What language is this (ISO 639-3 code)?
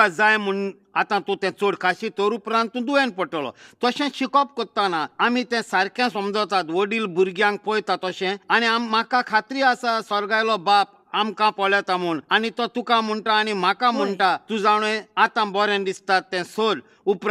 kok